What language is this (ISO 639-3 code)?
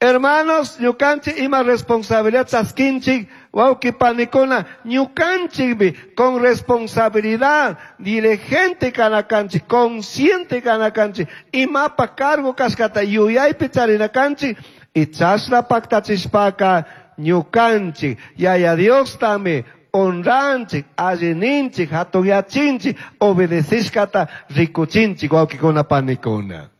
qug